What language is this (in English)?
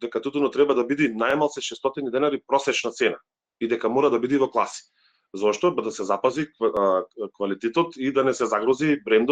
Macedonian